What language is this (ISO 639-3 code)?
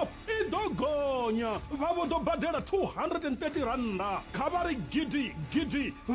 ven